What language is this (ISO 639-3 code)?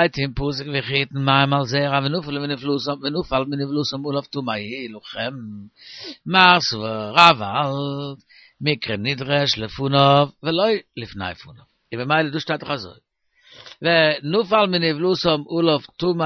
yid